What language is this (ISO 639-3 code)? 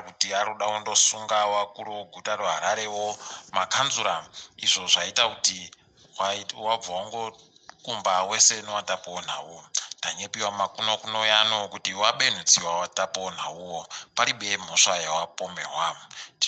ndc